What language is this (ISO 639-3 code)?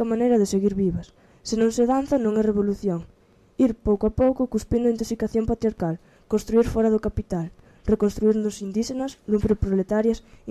glg